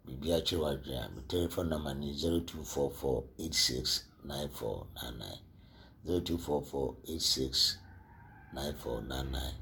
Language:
Akan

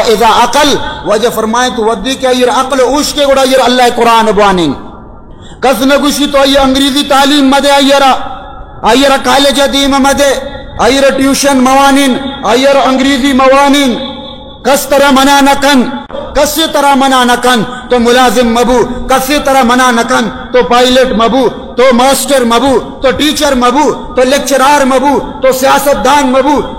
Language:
Baluchi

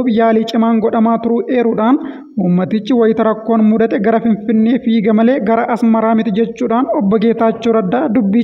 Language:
Oromo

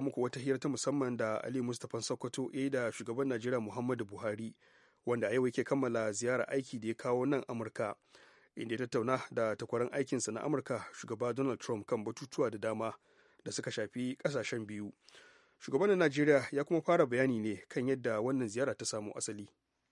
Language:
Hausa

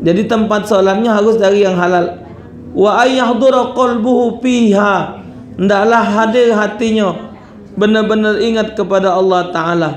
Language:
Musi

